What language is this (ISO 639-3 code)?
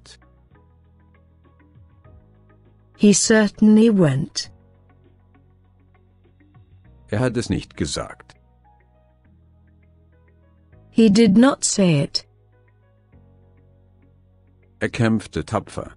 deu